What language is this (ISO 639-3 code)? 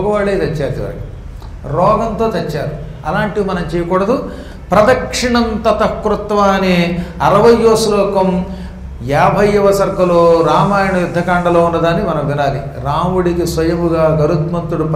tel